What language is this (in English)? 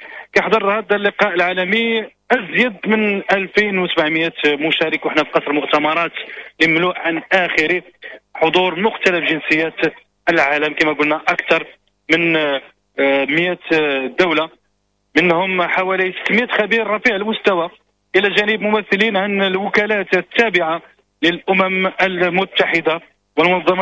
Moroccan Arabic